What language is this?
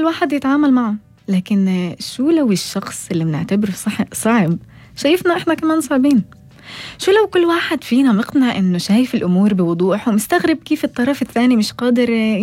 North Levantine Arabic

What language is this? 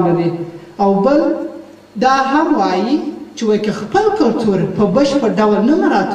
Pashto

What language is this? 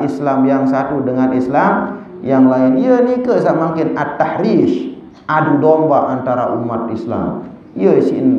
Sasak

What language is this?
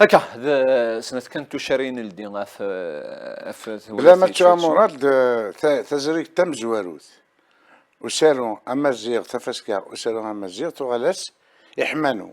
Kabyle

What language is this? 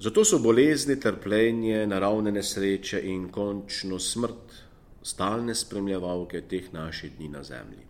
Slovenian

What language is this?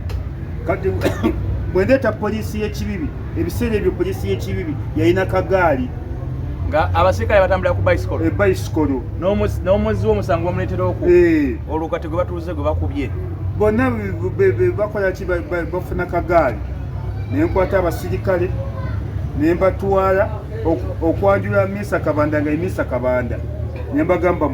Ganda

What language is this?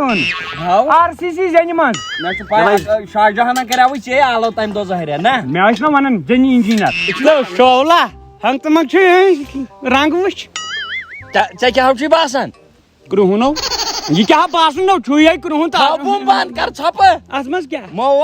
Kashmiri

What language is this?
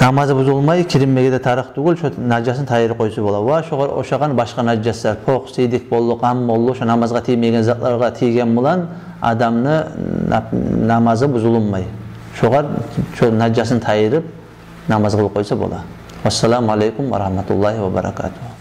Kumyk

